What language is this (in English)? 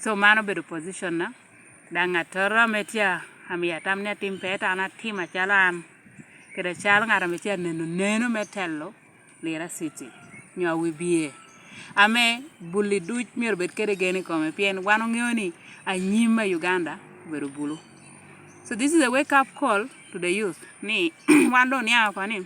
Lango (Uganda)